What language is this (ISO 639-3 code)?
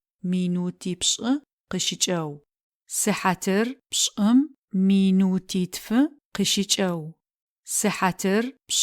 ady